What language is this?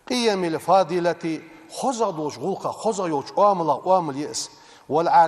Ingush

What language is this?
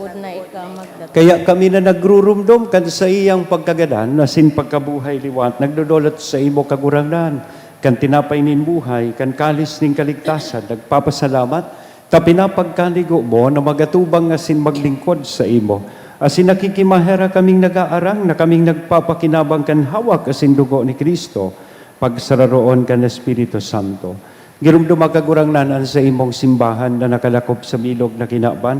Bikol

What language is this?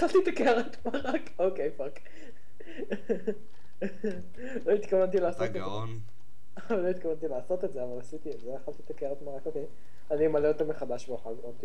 Hebrew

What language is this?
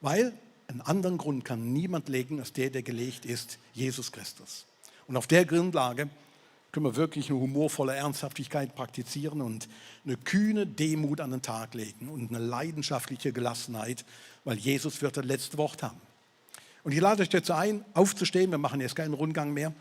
Swiss German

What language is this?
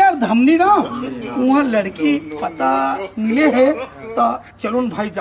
Chhattisgarhi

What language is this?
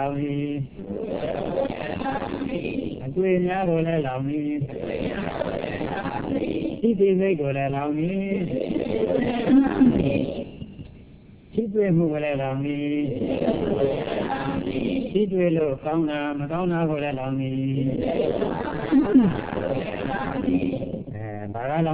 Burmese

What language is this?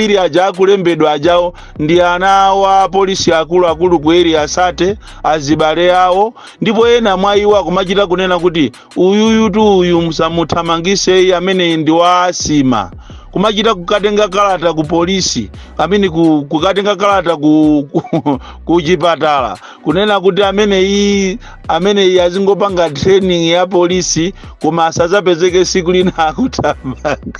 Nyanja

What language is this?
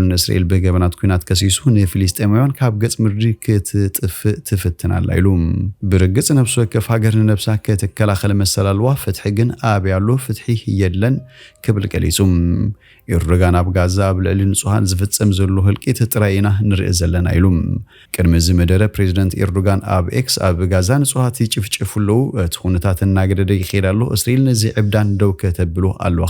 Tigrinya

